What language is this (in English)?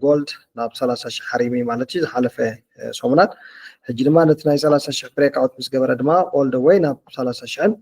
Tigrinya